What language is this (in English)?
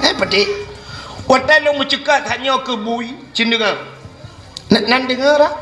Achinese